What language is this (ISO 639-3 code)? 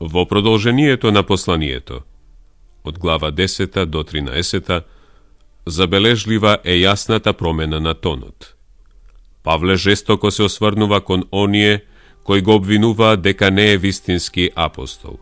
mkd